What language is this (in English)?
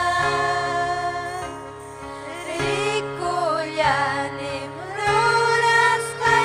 Ayacucho Quechua